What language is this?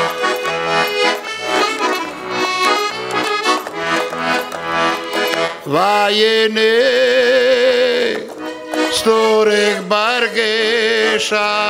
Croatian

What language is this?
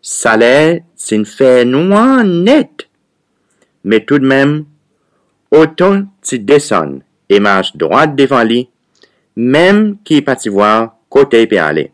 Seselwa Creole French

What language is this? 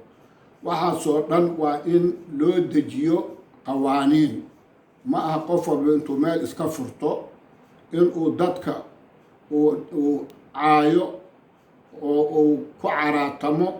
Somali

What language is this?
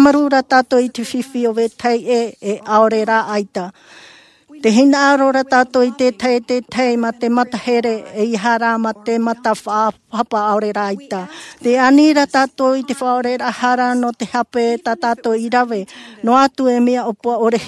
Tahitian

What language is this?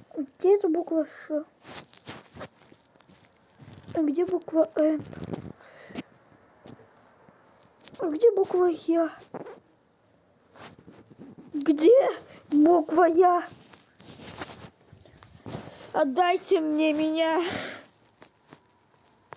Russian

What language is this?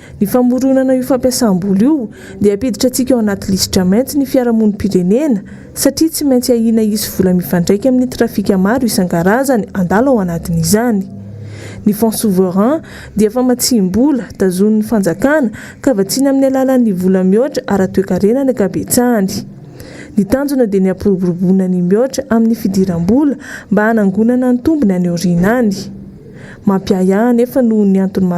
Malagasy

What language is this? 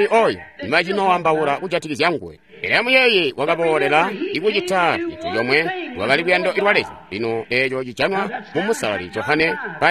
Tonga (Zambia)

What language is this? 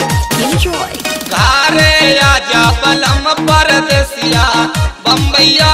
Bhojpuri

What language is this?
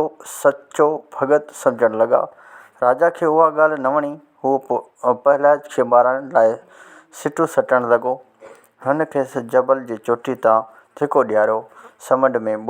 Sindhi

